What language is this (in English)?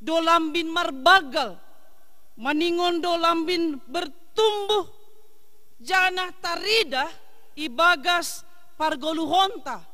Batak Simalungun